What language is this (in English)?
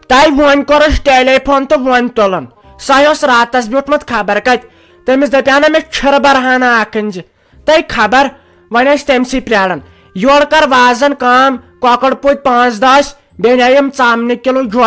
Kashmiri